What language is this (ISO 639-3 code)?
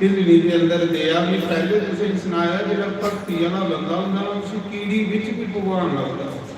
doi